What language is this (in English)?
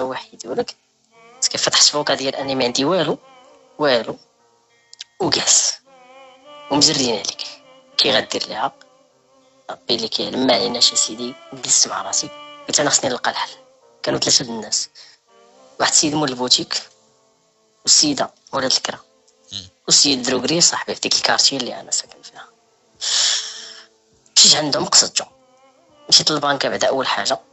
Moroccan Arabic